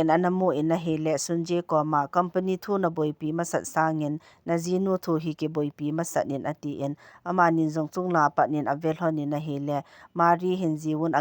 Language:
Thado Chin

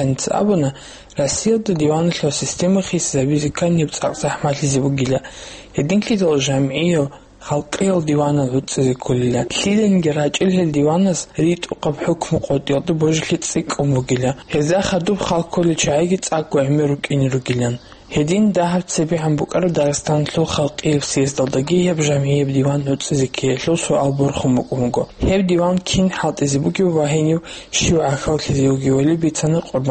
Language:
Avaric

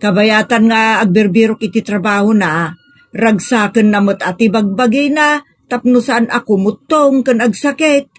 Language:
Iloko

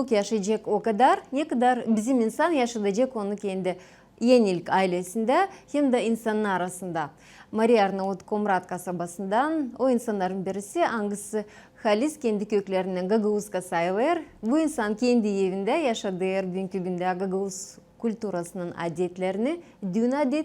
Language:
Gagauz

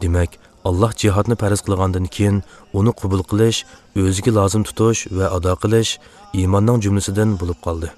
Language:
Uyghur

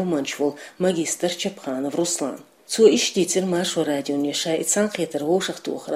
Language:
Chechen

